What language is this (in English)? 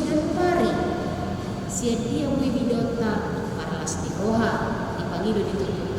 Batak Toba